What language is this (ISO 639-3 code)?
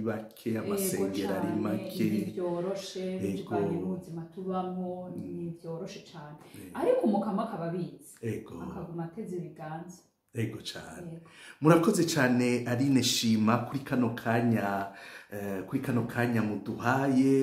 run